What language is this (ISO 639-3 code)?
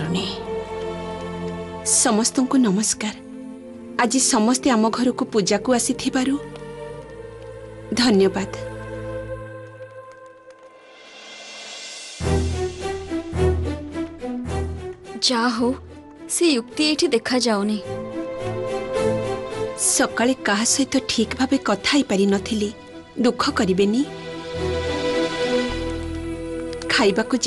ori